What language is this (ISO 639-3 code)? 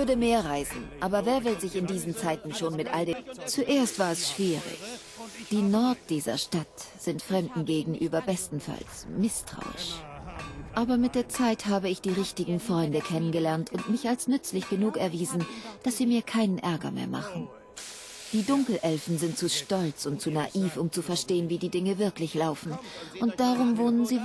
bar